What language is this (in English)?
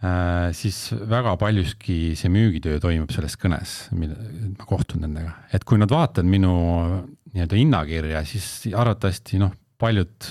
Estonian